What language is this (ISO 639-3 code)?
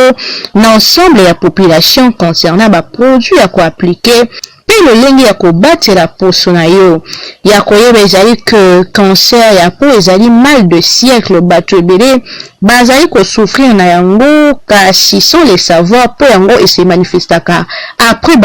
lin